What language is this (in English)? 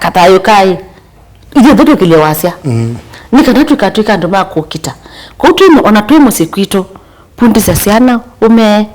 Kamba